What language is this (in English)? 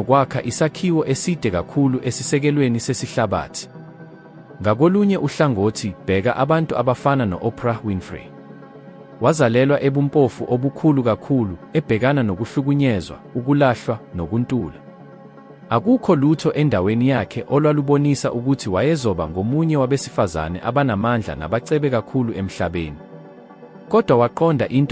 Zulu